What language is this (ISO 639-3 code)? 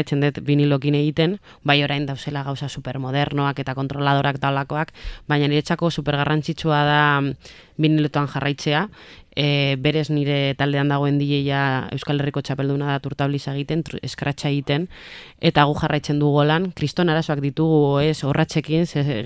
eus